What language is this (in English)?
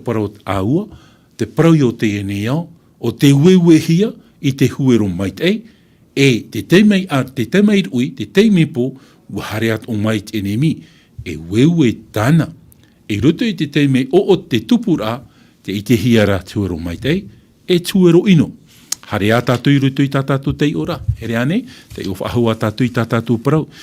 Tahitian